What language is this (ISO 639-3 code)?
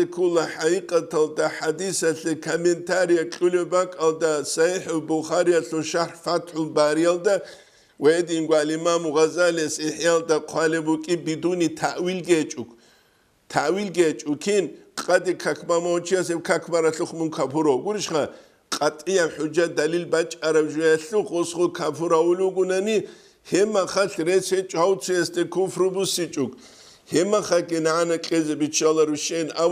ava